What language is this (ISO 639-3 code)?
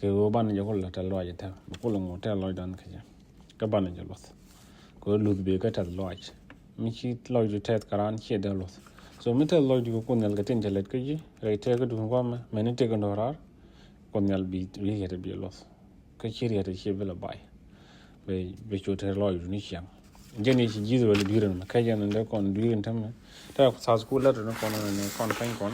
nus